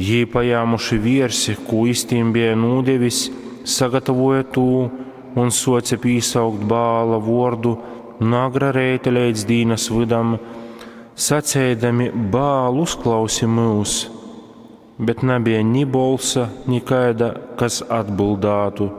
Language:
Latgalian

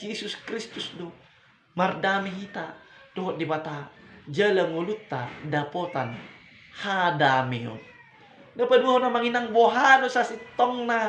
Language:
Batak Toba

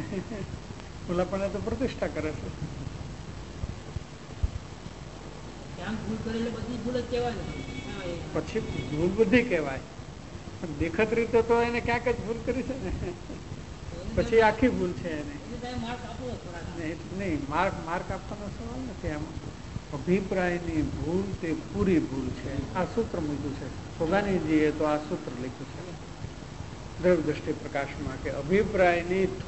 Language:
Gujarati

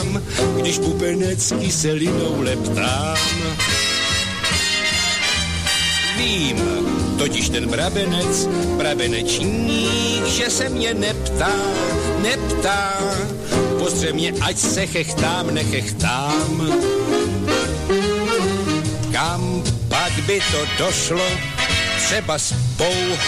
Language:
Czech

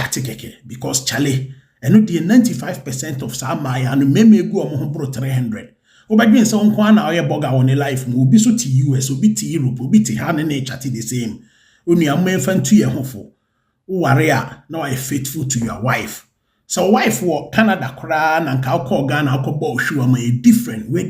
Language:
Akan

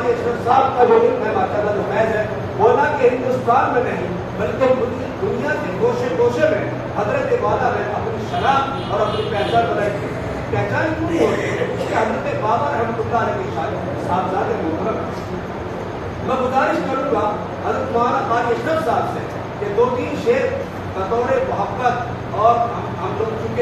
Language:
Urdu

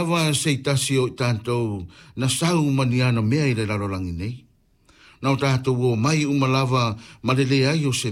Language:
Samoan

